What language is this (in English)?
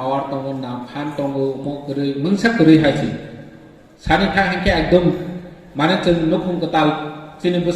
Kok Borok